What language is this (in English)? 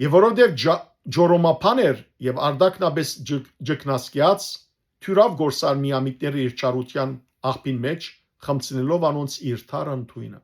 Western Armenian